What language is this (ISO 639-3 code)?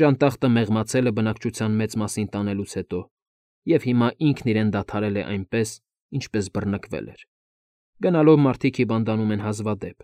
hye